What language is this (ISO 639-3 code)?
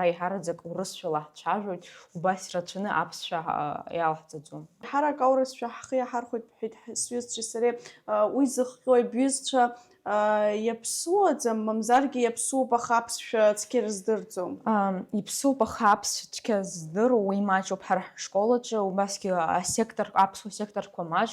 abk